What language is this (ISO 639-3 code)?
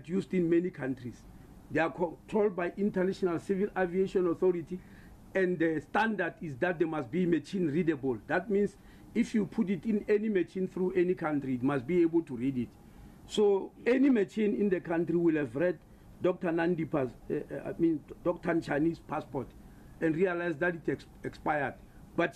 eng